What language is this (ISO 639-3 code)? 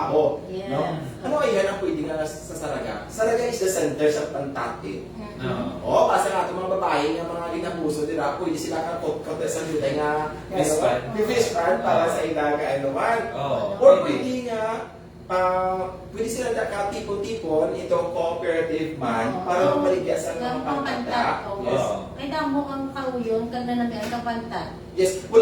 hil